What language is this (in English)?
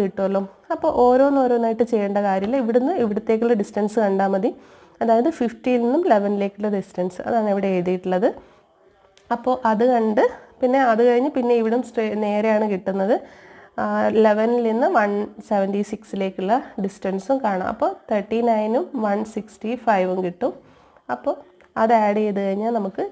Malayalam